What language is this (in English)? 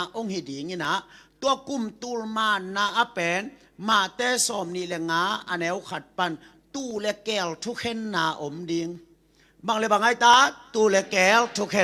Tedim Chin